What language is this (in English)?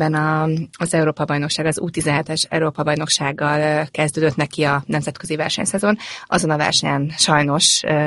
Hungarian